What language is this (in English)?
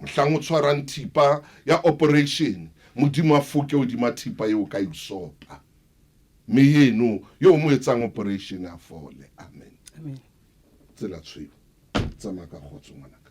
Southern Sotho